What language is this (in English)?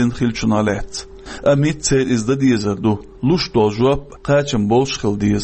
Chechen